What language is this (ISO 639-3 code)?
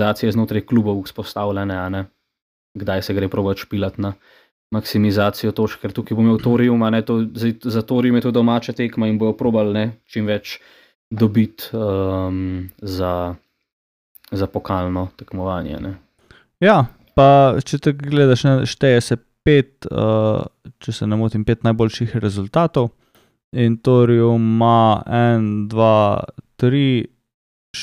slv